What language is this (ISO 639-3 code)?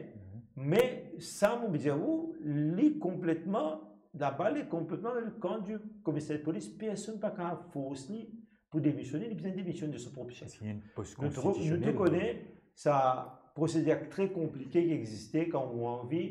mfe